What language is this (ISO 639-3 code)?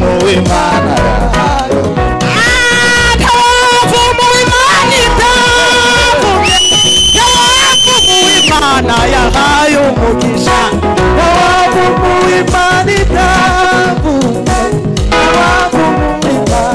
kin